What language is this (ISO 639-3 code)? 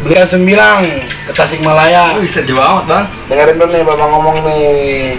bew